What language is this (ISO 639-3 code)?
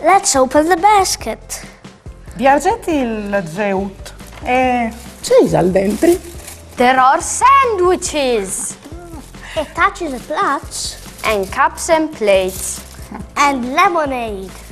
fur